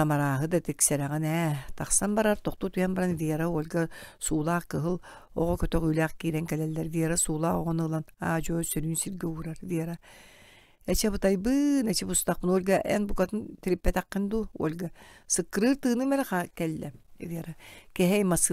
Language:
Yakut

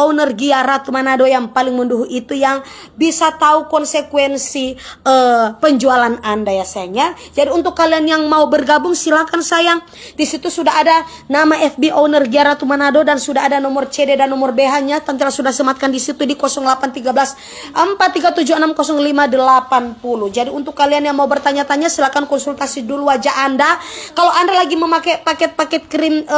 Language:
Manado Malay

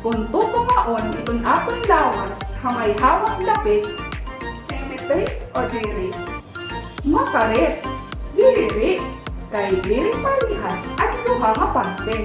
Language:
Waray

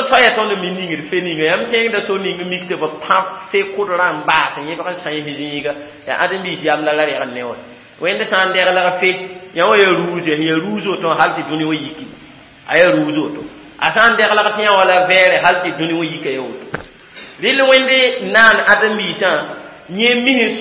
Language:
Mossi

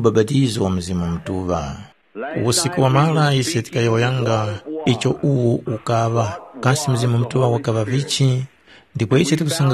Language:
Tumbuka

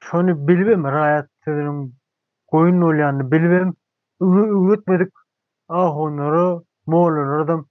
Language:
Turkmen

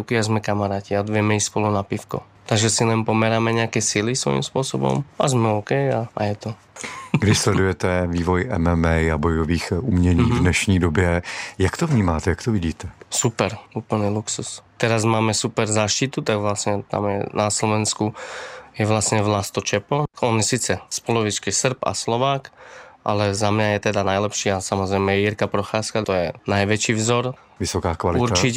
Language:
Slovak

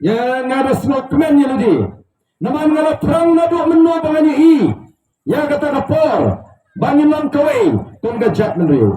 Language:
Khasi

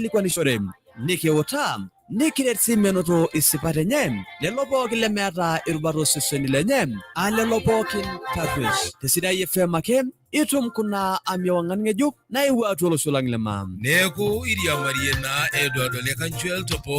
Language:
Masai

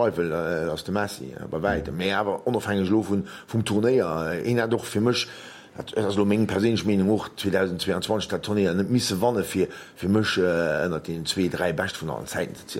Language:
Luxembourgish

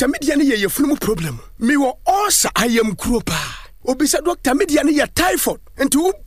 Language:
Akan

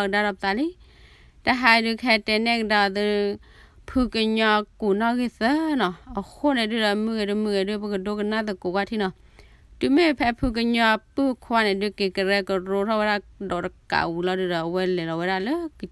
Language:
S'gaw Karen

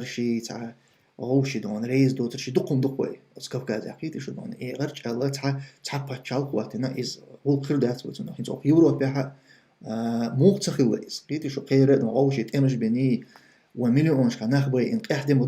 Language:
Chechen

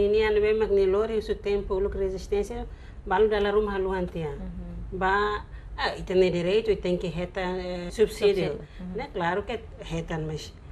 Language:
Tetum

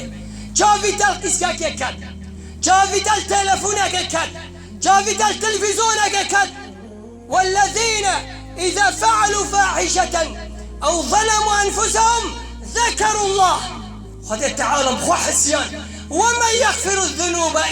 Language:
Kurdish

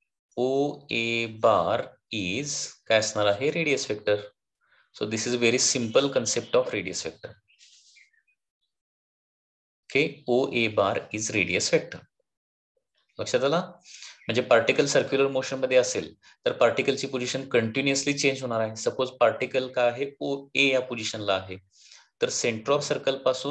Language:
Marathi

